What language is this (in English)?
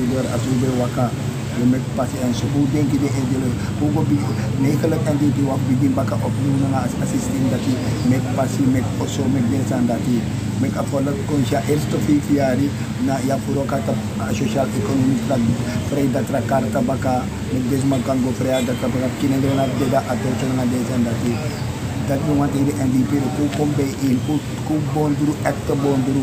Sranan Tongo